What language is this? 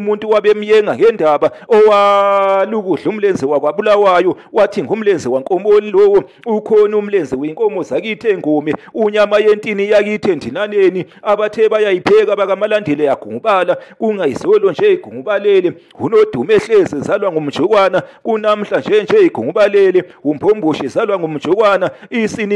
Zulu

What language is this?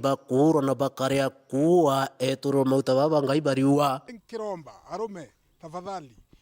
Meru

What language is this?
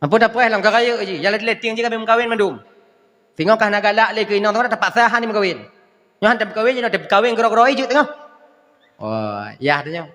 Achinese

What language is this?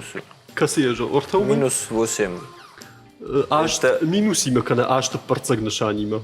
Ossetic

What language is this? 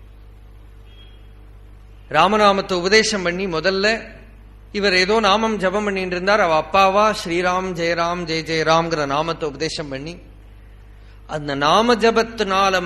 Tamil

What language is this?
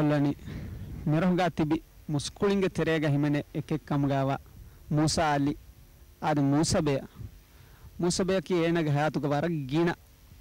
Divehi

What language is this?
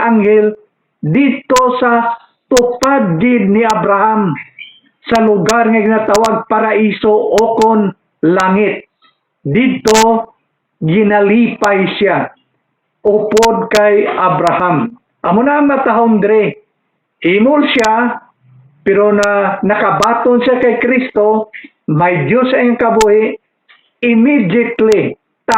Hiligaynon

